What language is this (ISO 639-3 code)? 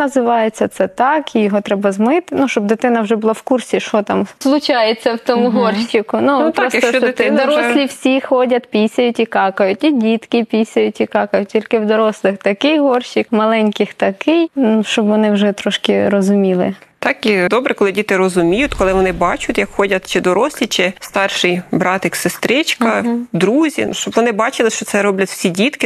ukr